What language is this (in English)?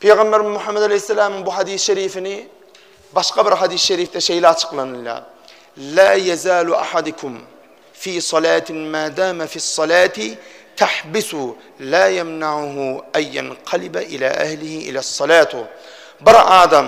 Turkmen